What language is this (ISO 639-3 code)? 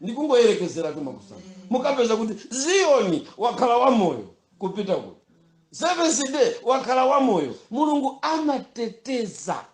nya